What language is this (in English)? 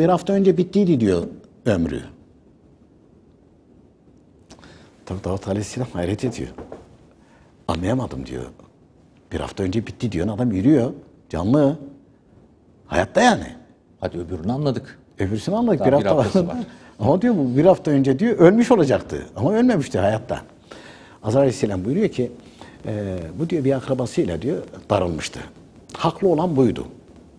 Turkish